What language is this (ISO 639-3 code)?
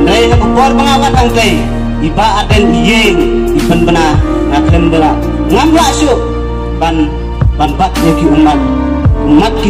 kha